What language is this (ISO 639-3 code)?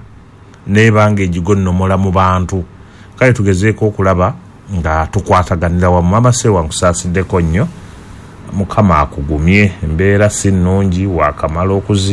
lug